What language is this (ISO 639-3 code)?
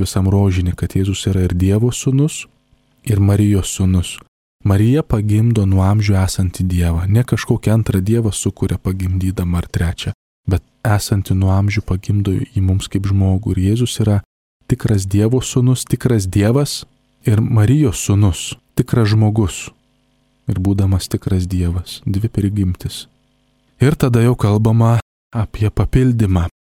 lit